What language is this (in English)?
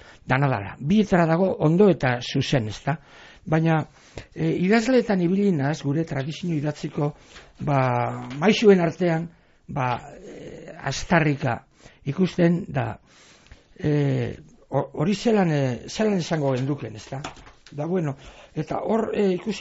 Basque